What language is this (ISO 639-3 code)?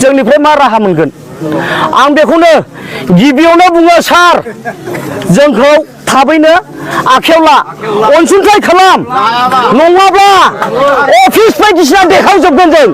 brx